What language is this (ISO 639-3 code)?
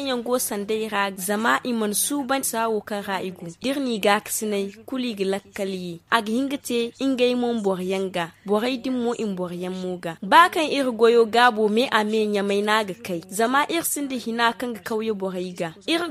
dje